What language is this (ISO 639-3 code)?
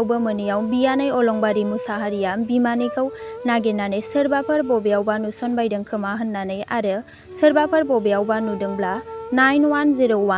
brx